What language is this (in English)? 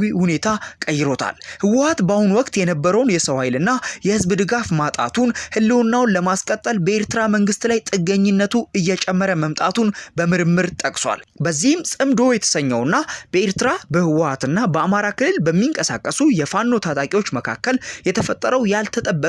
Amharic